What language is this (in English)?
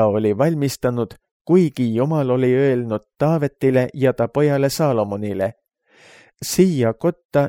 Estonian